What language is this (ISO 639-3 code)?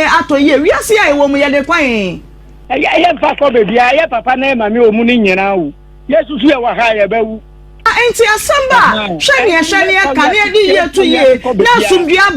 aka